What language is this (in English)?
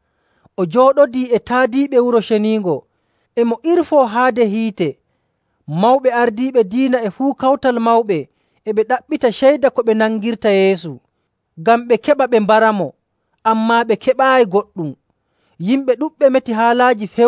Nigerian Fulfulde